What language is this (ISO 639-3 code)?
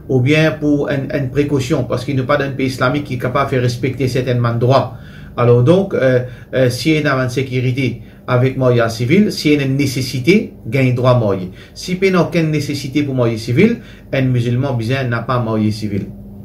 mfe